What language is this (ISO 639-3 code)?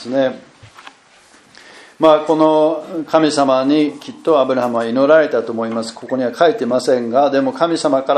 jpn